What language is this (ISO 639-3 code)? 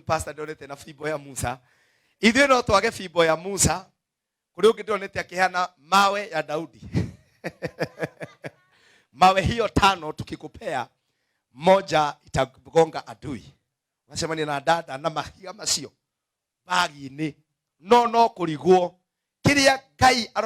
kik